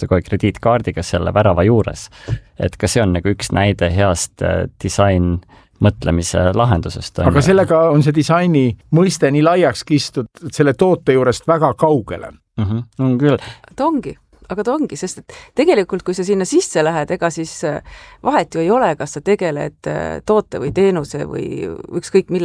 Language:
Estonian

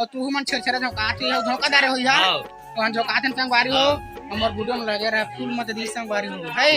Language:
Chhattisgarhi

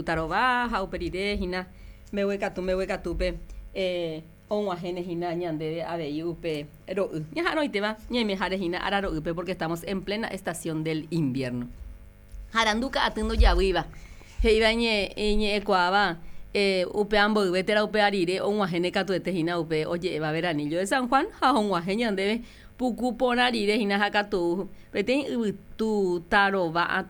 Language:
Guarani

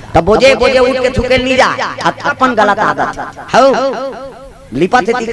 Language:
Chhattisgarhi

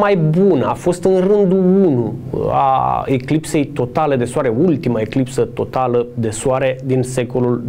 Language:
Romanian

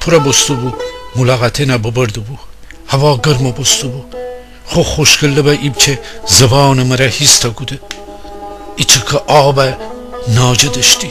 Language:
Gilaki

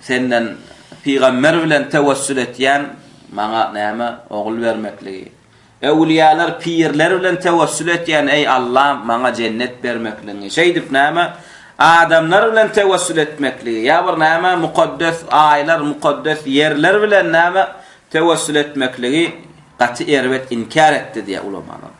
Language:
Turkmen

